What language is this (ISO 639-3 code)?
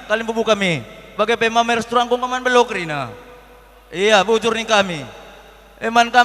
btx